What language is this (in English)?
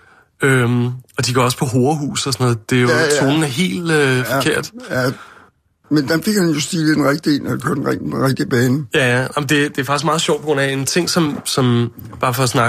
Danish